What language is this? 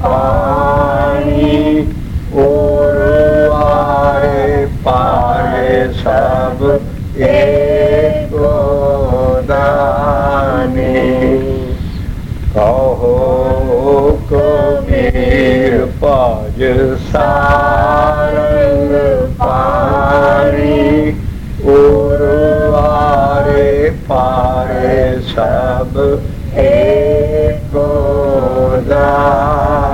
Punjabi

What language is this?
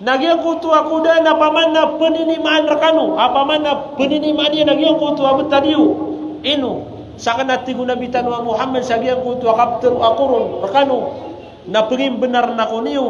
Maranao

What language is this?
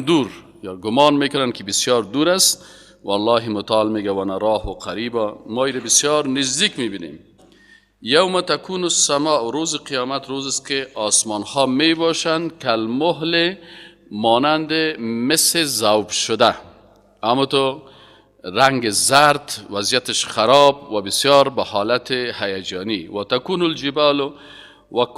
Persian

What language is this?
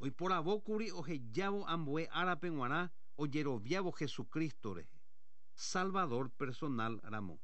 Guarani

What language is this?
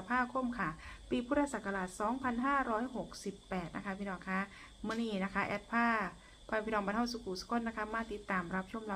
Northeastern Thai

